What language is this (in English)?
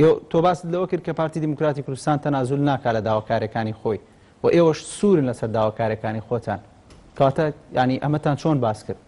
Central Kurdish